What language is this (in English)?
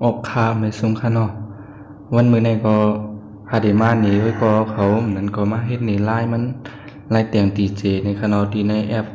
Shan